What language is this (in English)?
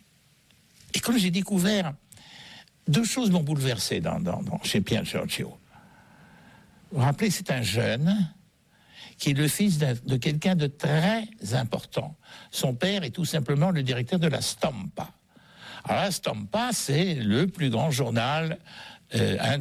French